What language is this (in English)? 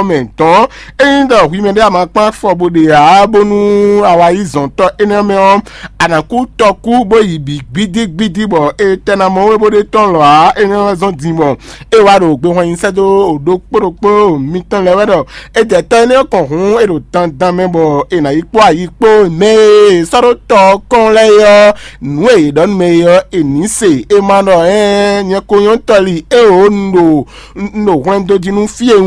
Fon